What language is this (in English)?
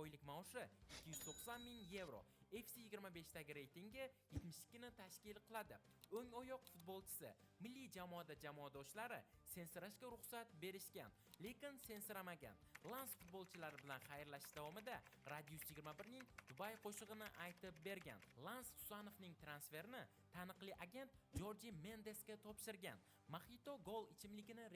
Uzbek